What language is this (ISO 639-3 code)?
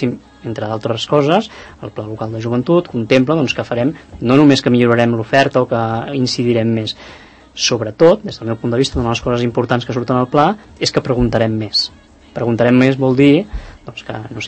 cat